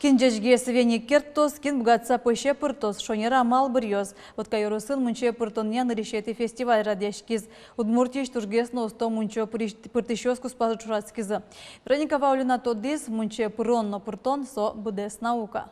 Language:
Udmurt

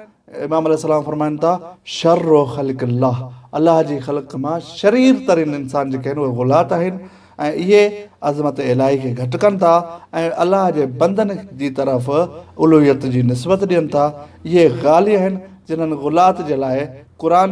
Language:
Sindhi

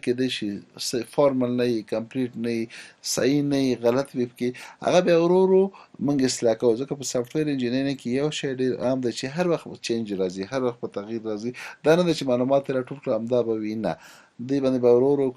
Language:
Pashto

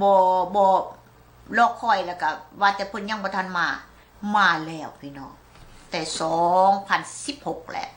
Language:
Lao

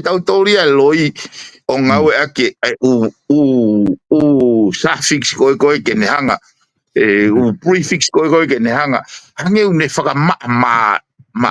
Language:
Tongan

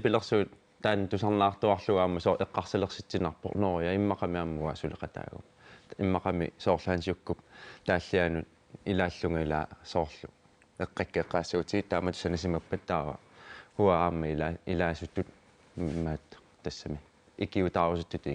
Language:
Kalaallisut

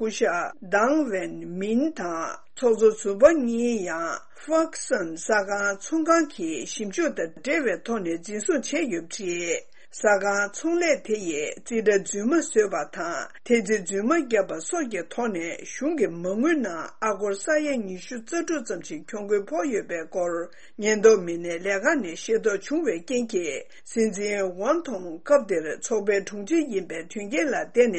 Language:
Tibetan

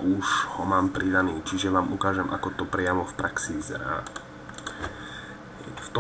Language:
Slovak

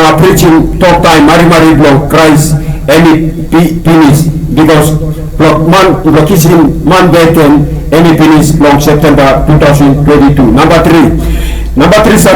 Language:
Tok Pisin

